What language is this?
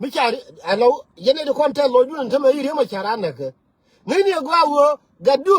Nuer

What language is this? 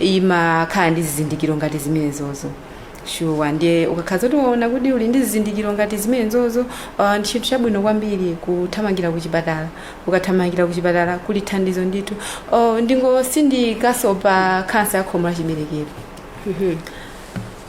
Nyanja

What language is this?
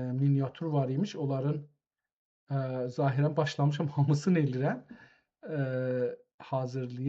South Azerbaijani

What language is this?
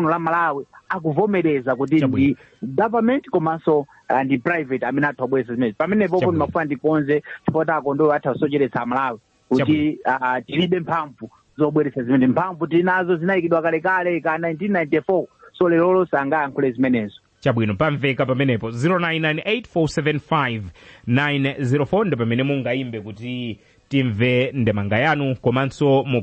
Nyanja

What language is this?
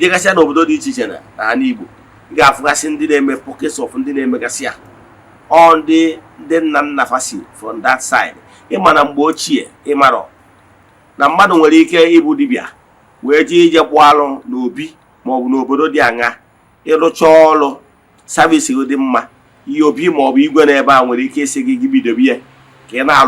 Igbo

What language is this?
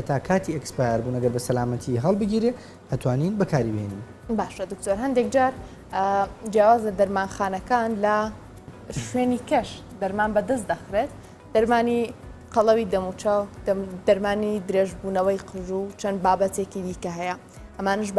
Central Kurdish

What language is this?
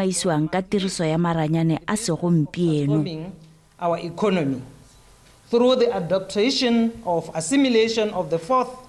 Tswana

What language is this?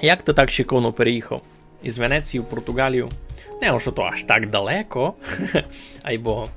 Rusyn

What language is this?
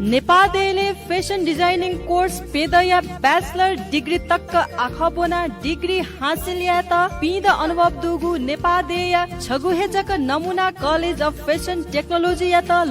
Newari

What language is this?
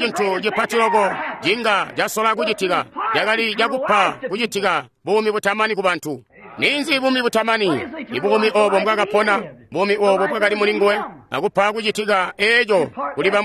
Tonga (Zambia)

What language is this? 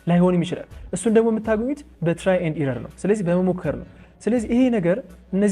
Amharic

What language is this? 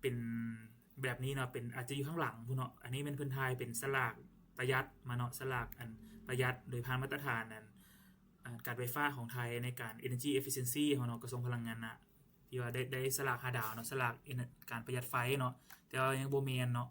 Lao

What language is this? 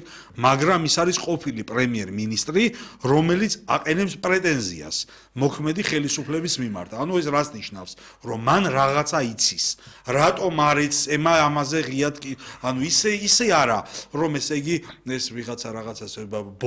Georgian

